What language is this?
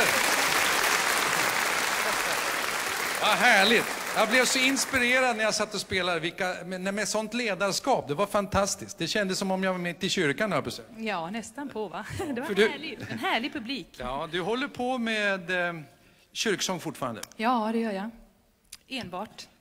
Swedish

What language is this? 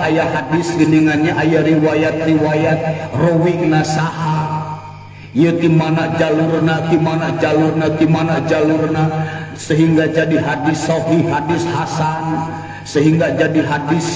Sundanese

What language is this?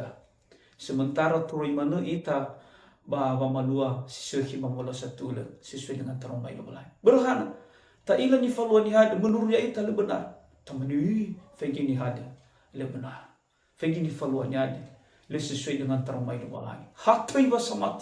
Nias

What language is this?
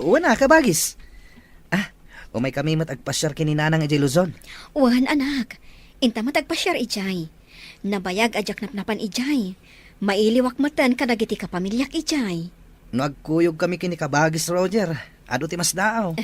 Iloko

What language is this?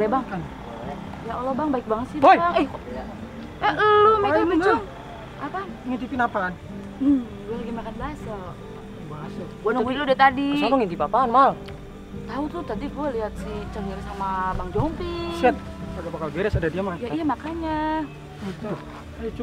Betawi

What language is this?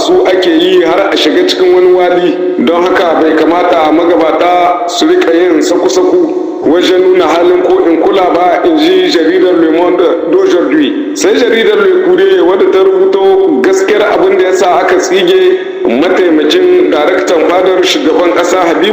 Hausa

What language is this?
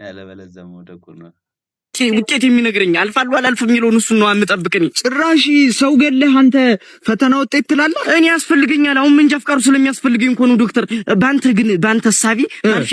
Amharic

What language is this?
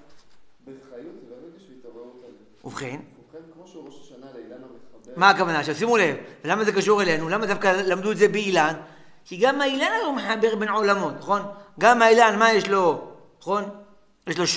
Hebrew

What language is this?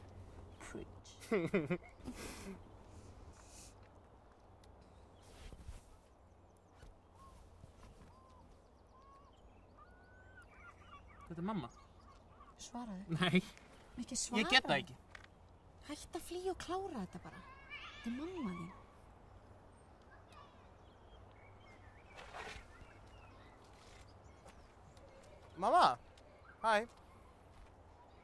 Icelandic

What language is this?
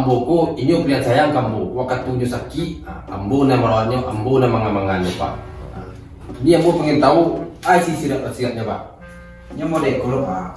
Minangkabau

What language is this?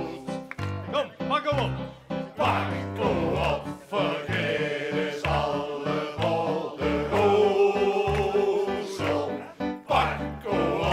Limburgish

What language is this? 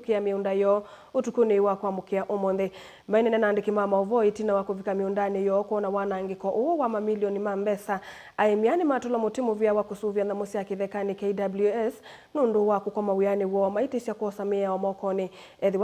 Kamba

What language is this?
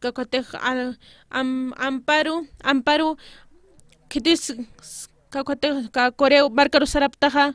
Aymara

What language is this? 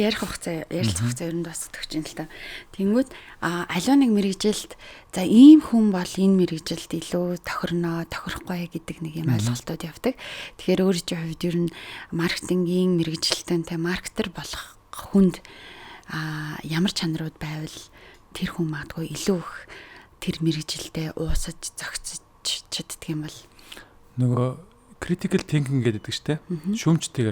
Mongolian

